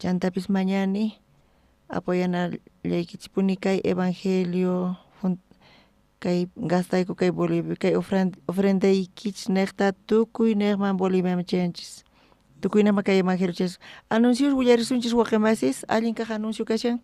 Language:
South Bolivian Quechua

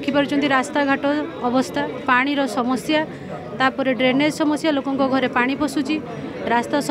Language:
Odia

